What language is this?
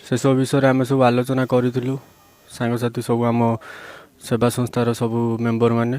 Odia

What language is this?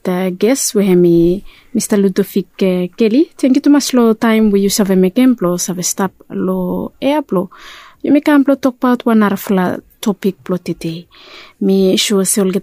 Bislama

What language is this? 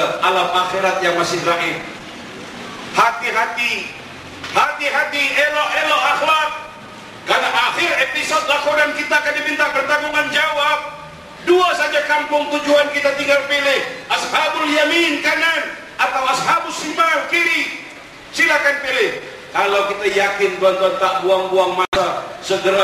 Malay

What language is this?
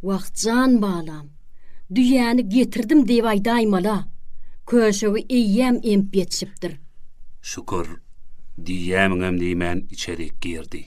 Turkmen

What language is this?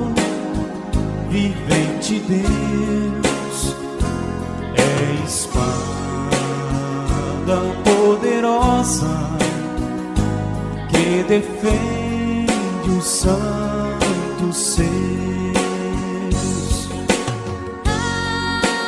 Portuguese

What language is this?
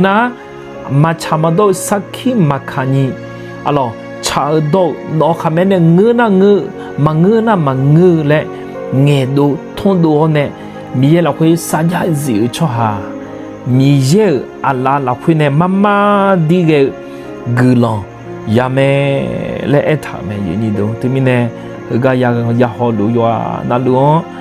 Akha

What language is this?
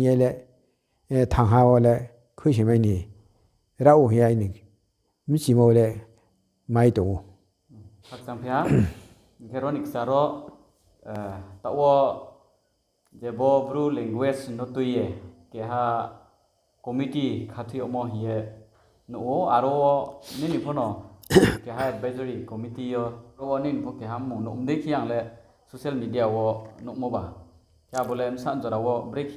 Riang (India)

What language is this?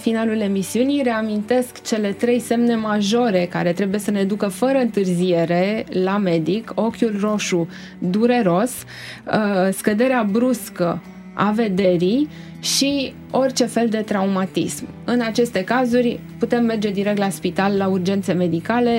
Romanian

